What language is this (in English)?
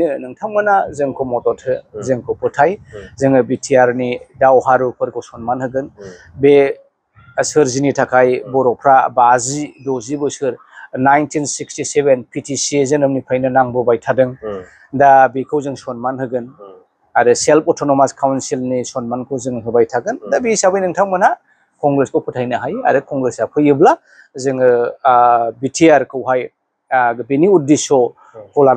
Bodo